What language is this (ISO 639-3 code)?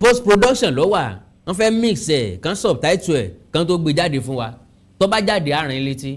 yor